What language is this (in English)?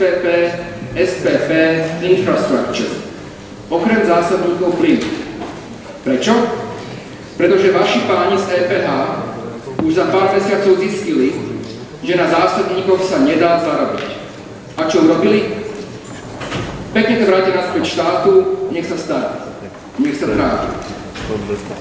Slovak